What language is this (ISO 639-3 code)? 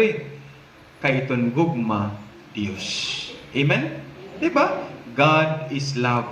war